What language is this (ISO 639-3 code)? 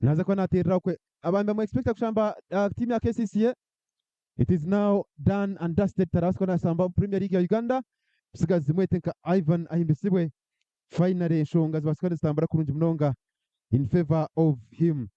nyn